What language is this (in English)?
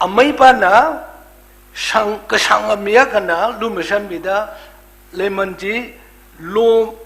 Tangkhul Naga (India)